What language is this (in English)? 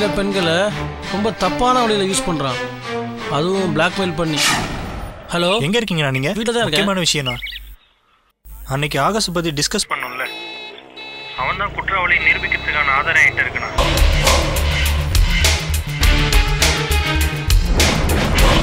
Tamil